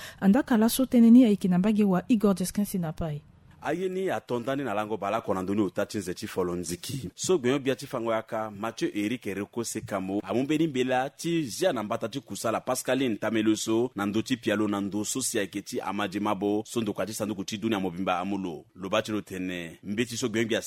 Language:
Sango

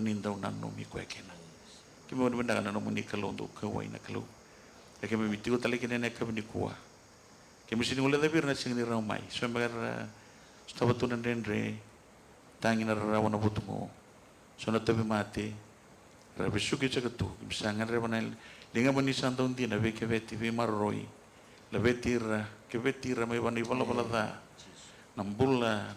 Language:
Fijian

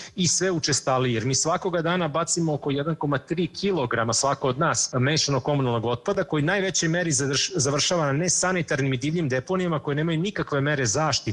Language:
Serbian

